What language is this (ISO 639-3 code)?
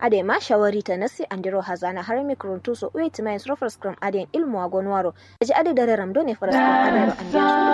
kau